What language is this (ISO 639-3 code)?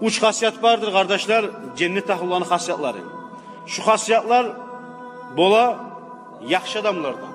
kum